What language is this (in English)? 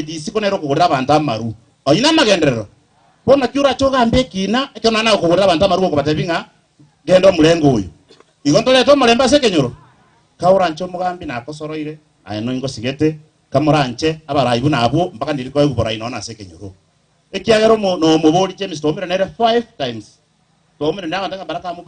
Gusii